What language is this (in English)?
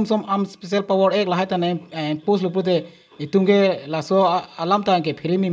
Karbi